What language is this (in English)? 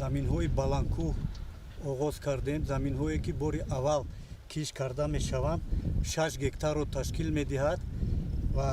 Tajik